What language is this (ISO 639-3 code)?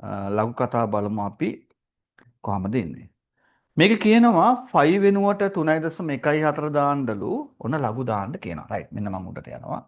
sin